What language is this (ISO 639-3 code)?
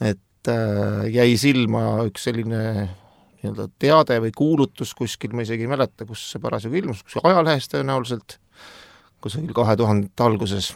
est